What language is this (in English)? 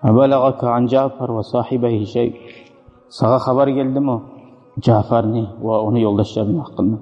Kumyk